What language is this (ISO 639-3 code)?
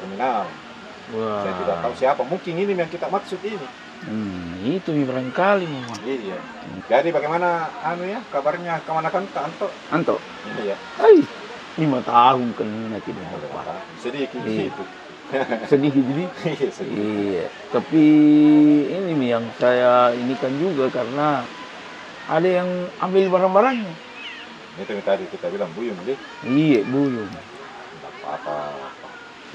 mfp